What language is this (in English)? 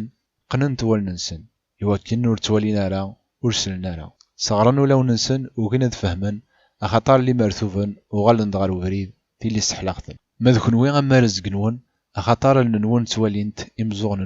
Kabyle